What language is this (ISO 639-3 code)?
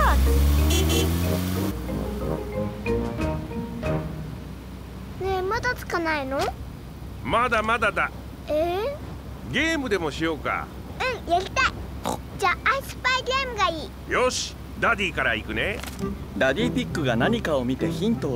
jpn